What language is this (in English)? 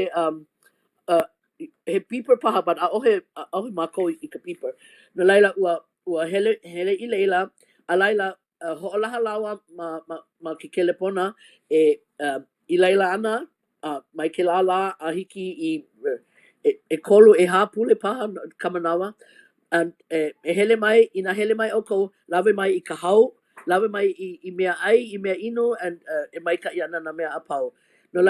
Hawaiian